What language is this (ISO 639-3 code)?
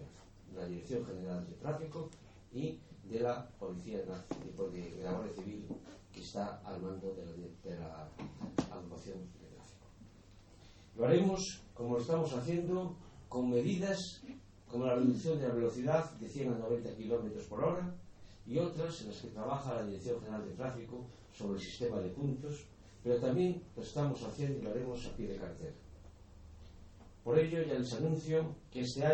spa